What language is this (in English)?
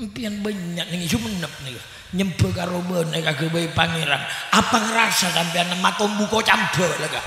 Madurese